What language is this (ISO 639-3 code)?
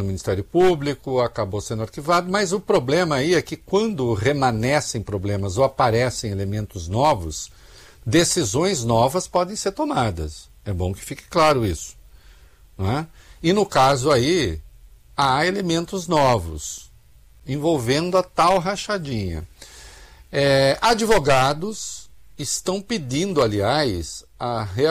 por